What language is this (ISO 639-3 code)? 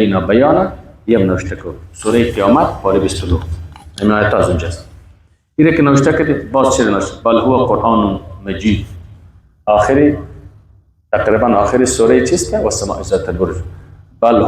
fas